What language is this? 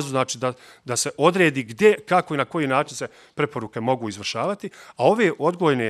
Bosnian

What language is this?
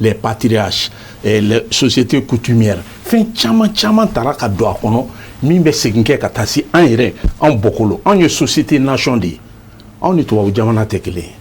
Bambara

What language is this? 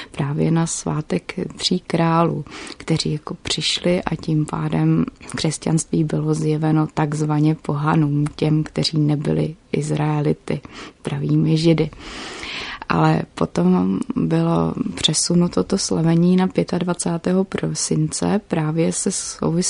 Czech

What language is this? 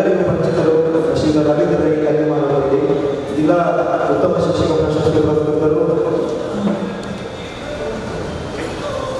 Kannada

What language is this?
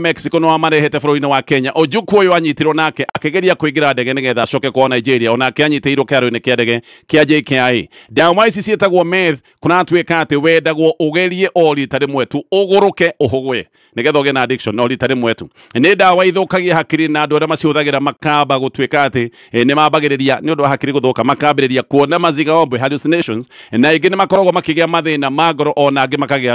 Kikuyu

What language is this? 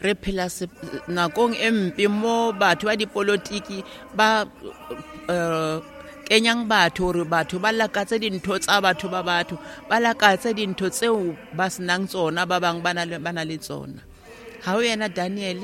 Tswana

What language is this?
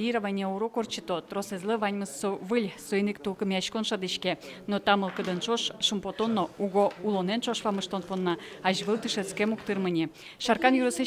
Udmurt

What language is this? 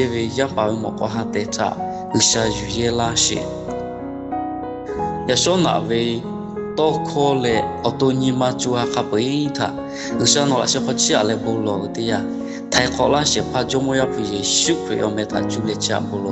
Lahu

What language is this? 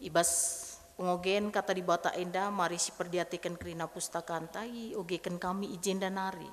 Batak Karo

